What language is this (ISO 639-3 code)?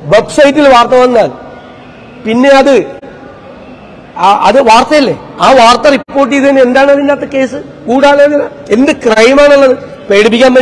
mal